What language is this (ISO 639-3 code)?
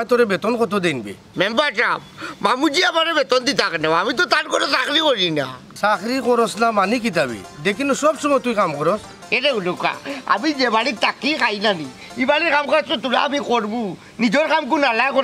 syl